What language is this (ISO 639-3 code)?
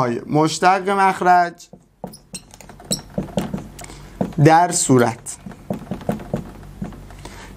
fas